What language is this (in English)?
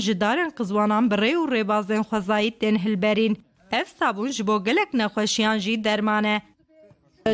Kurdish